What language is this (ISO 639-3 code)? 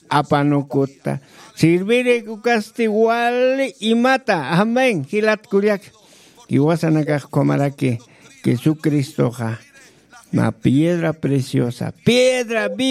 aym